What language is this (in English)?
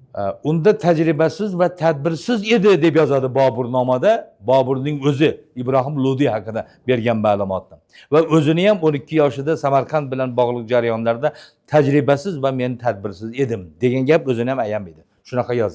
Uzbek